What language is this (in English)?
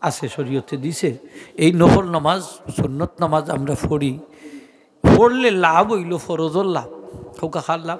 Sylheti